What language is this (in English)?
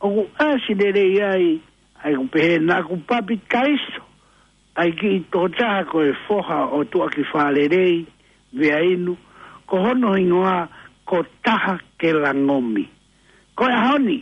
Tongan